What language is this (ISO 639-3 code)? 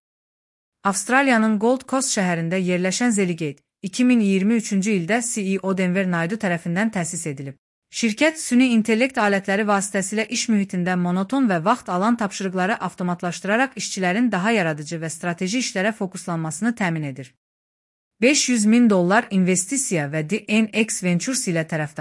aze